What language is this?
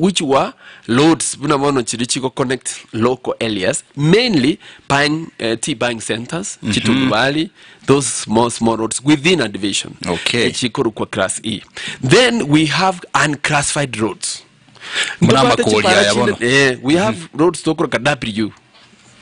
Gusii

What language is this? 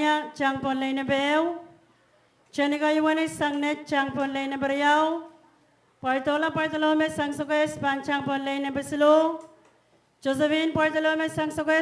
Pohnpeian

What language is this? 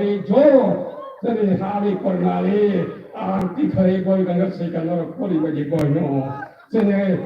Kok Borok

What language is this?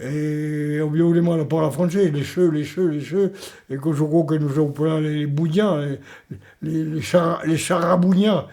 Occitan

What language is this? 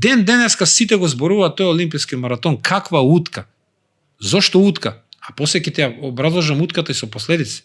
Macedonian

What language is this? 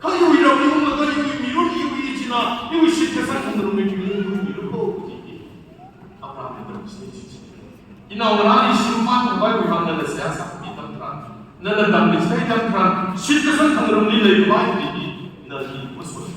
Tangkhul Naga (India)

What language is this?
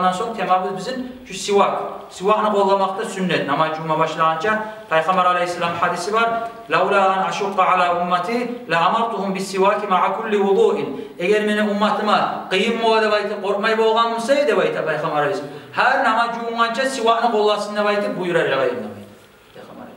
Kumyk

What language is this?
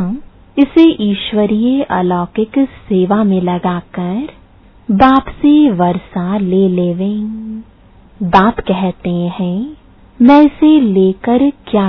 Hindi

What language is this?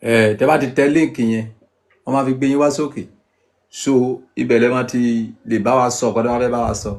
Yoruba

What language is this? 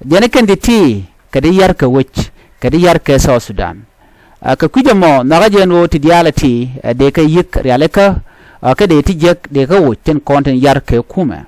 Nuer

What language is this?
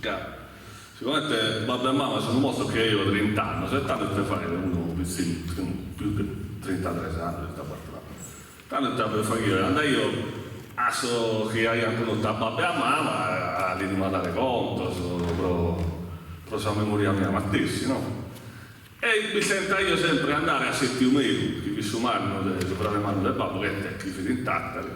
Sardinian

